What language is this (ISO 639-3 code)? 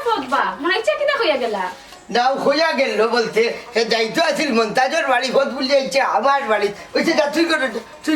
syl